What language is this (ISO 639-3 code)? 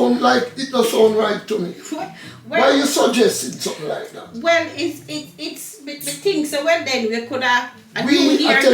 jam